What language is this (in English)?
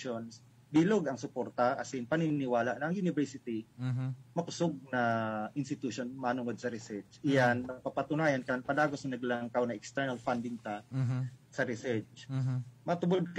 Bikol